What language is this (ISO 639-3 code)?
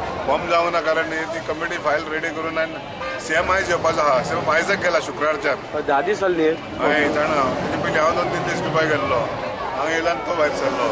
kok